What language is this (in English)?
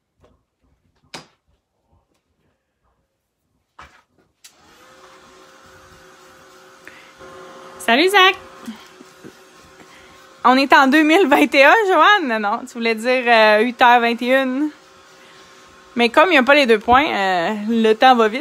French